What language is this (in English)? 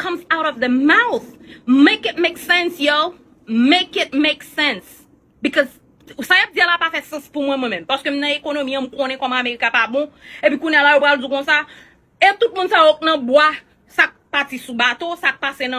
Haitian Creole